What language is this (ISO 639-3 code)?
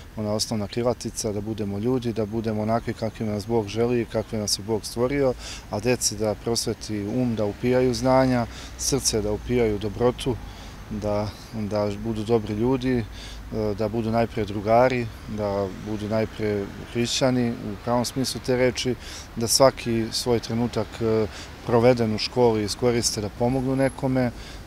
srp